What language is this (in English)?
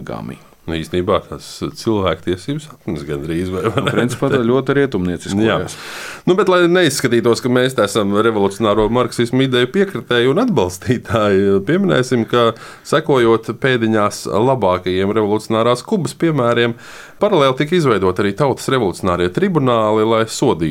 Latvian